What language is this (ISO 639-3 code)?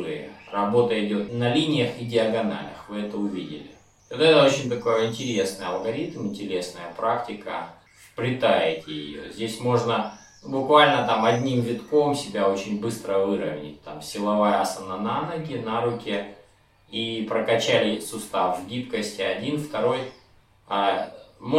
rus